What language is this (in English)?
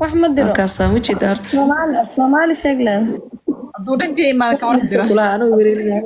Somali